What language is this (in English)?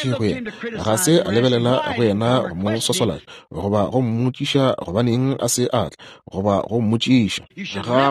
Northern Sotho